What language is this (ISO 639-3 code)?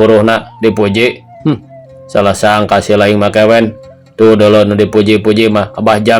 sun